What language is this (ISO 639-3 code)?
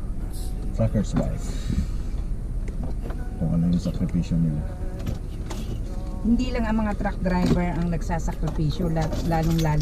fil